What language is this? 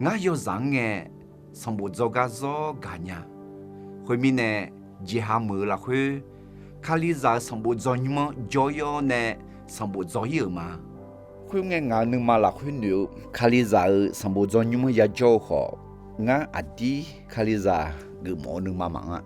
Akha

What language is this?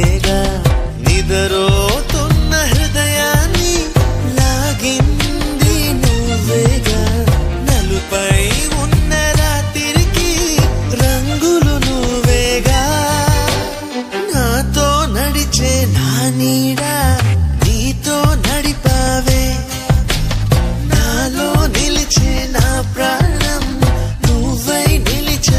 Telugu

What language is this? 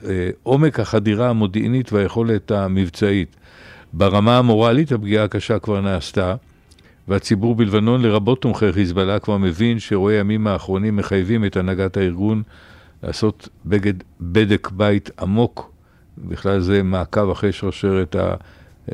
Hebrew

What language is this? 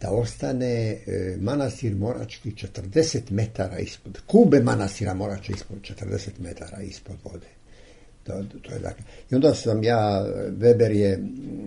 Serbian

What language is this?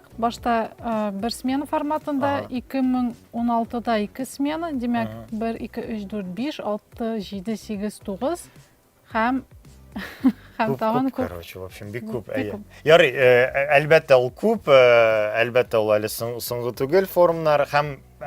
Tatar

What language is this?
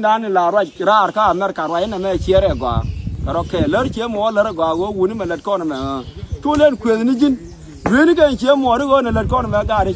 Nuer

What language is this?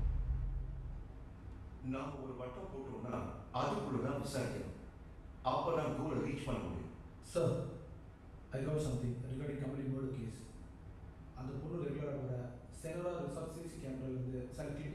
Tamil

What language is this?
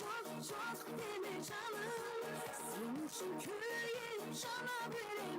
Kara-Kalpak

